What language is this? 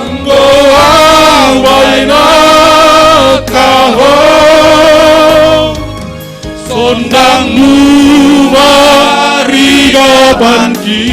Batak Simalungun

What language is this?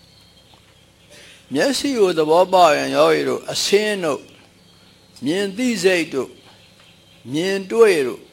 Burmese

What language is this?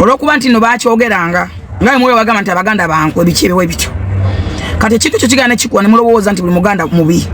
Ganda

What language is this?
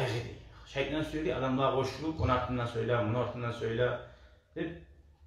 Kumyk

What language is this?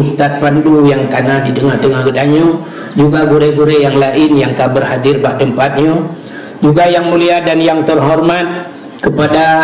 Achinese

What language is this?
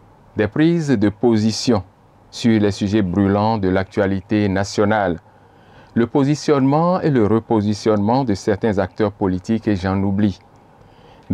French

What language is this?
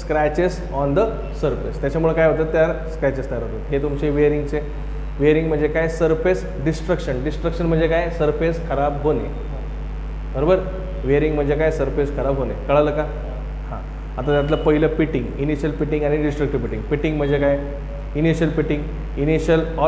Marathi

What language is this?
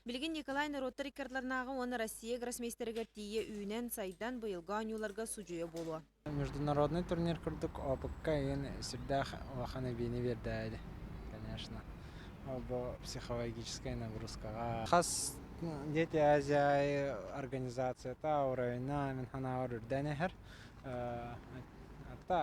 Yakut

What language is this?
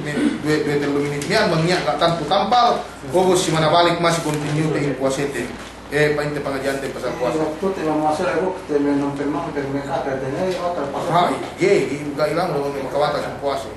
Yakan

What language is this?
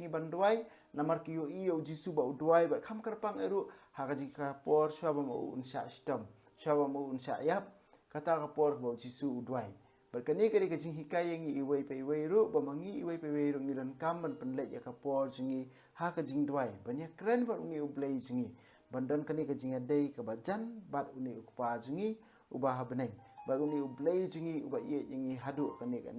Khasi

